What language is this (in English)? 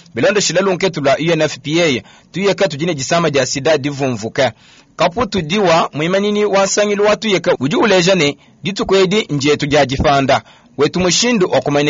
Luba-Lulua